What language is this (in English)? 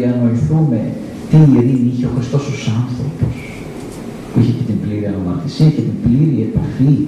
Greek